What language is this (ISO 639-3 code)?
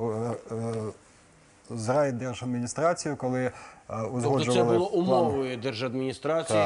ukr